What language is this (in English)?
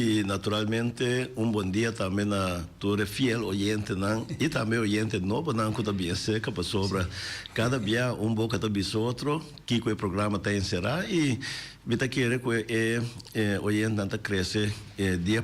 Papiamento